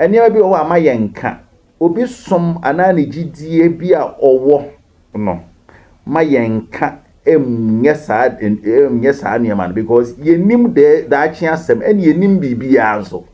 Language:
Akan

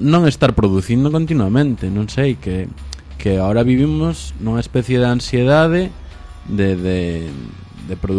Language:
Galician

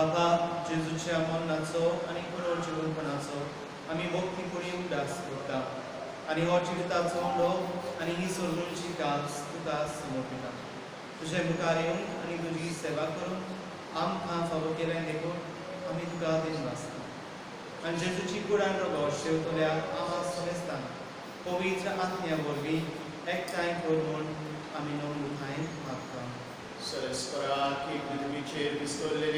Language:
Konkani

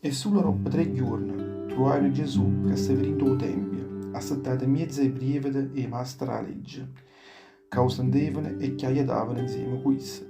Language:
Neapolitan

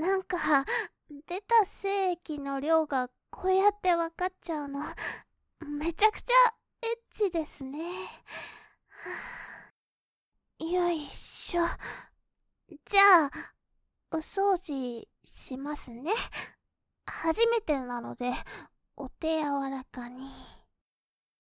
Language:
Japanese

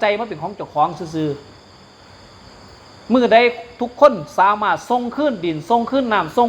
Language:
Northeastern Thai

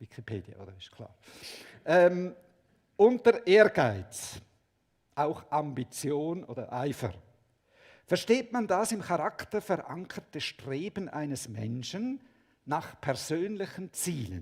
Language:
Swiss German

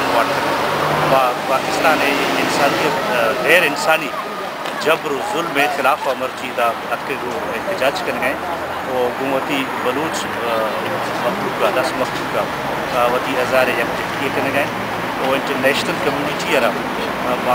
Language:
Baluchi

